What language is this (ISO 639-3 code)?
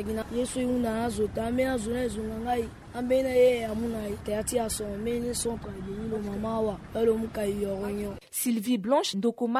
sag